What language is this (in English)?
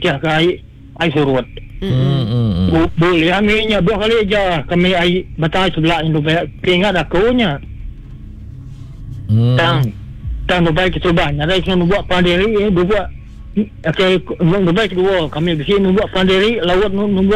Iban